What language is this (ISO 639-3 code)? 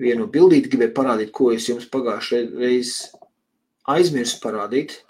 lav